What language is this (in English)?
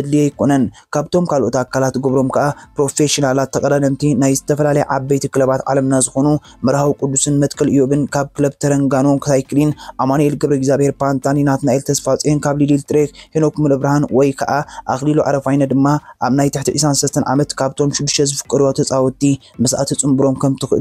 Tigrinya